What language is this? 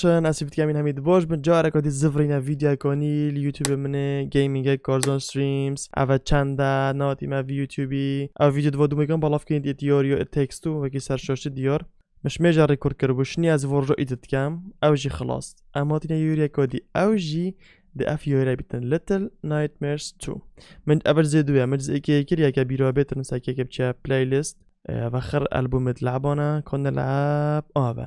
Kurdish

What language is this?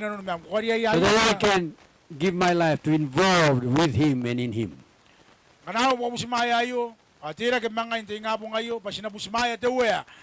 Gilbertese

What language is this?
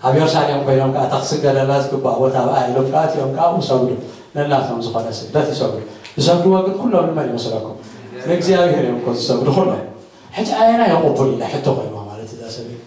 Tigrinya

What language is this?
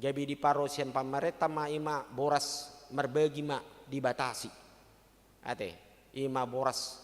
Batak Toba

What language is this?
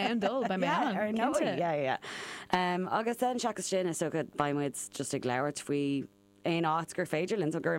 Irish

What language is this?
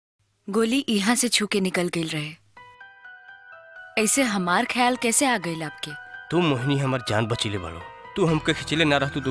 Bhojpuri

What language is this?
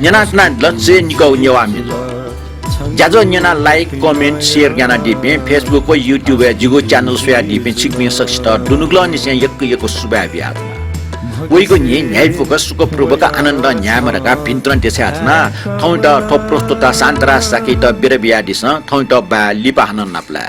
Newari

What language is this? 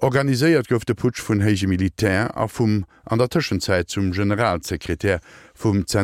Luxembourgish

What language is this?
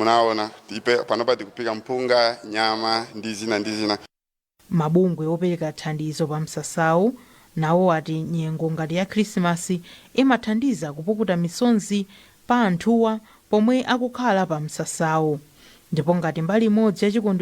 Nyanja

